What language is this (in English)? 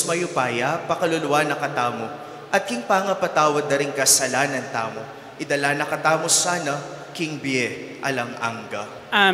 Pampanga